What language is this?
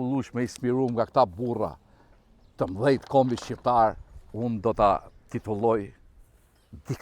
Albanian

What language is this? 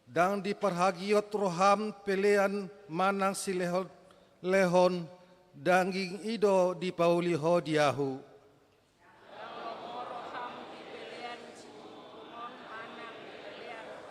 Batak Toba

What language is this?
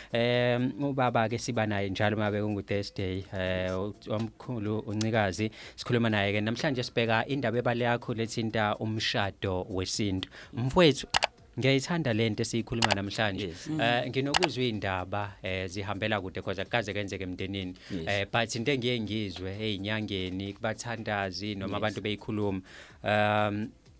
Zulu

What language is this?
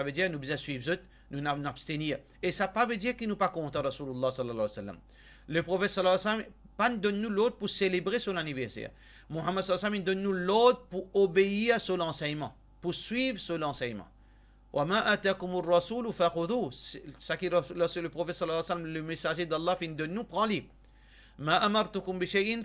Morisyen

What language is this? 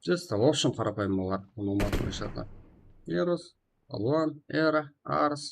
Kara-Kalpak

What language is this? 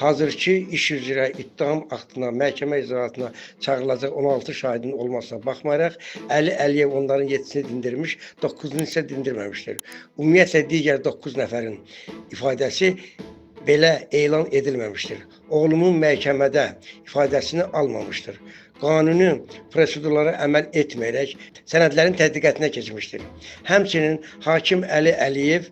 Azerbaijani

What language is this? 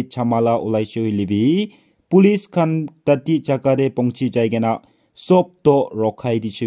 Naga Pidgin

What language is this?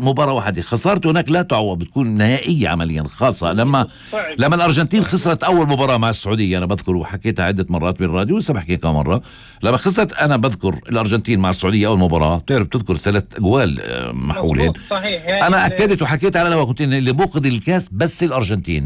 North Levantine Arabic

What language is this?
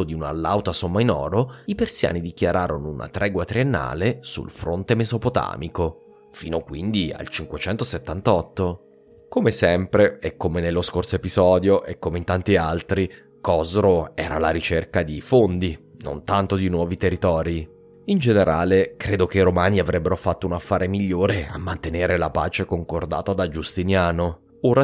Italian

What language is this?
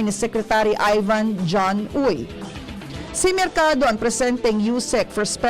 Bikol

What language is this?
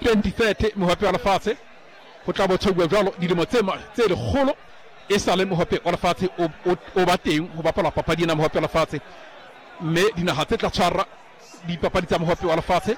Southern Sotho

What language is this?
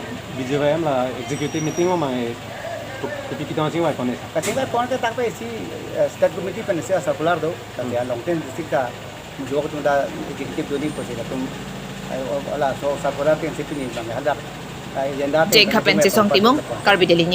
Karbi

